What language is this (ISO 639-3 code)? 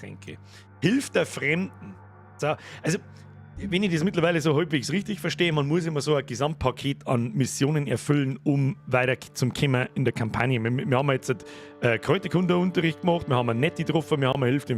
bar